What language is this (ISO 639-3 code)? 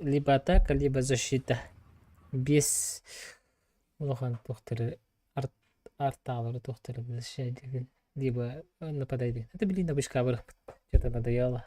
sah